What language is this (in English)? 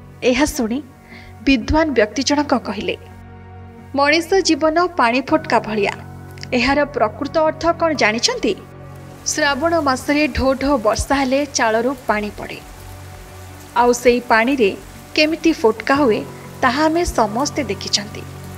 Odia